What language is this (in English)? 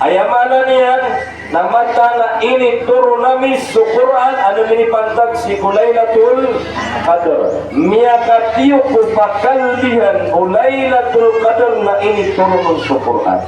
Maranao